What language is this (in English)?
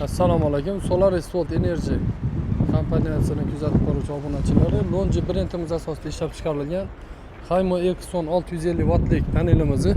Uzbek